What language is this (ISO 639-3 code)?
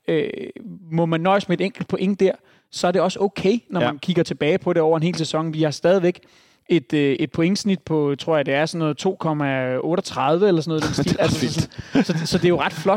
dan